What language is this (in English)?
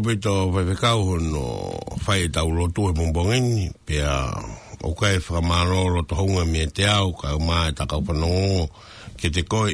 Tongan